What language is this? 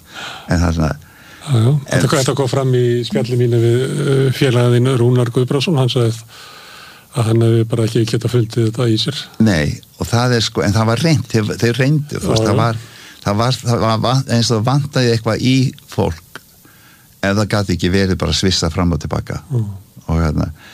Icelandic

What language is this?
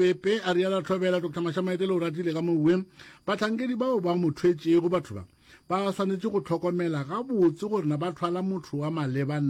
Northern Sotho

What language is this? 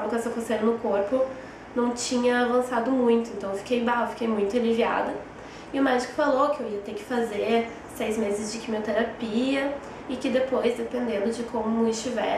Portuguese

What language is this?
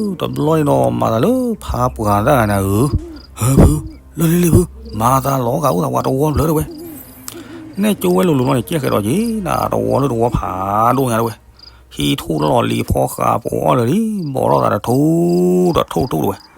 S'gaw Karen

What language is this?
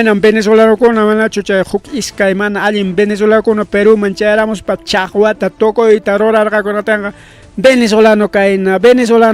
Ayacucho Quechua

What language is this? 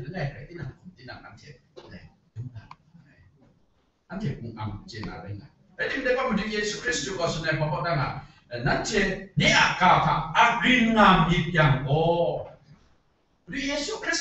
Kachin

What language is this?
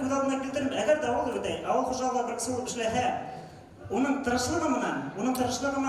Bashkir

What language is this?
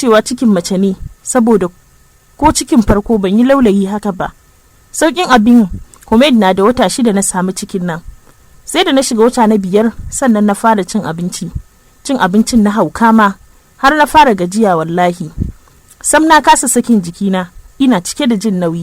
Hausa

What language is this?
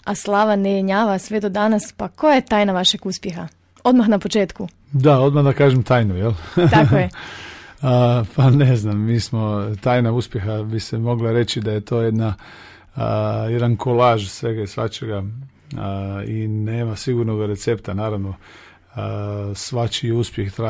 Croatian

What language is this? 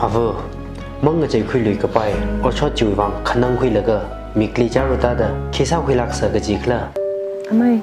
Tangkhul Naga (India)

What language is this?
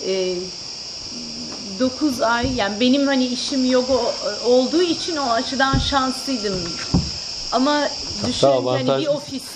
Turkish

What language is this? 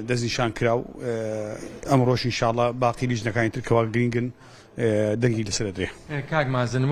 Central Kurdish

